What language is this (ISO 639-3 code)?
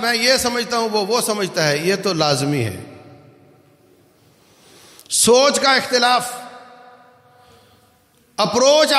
urd